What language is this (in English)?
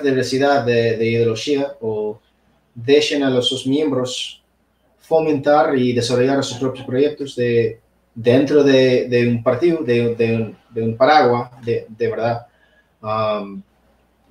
Asturian